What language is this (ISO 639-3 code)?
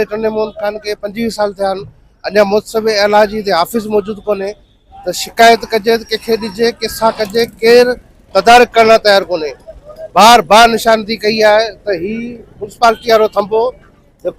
snd